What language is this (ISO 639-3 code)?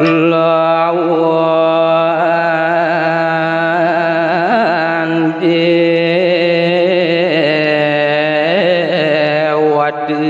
ban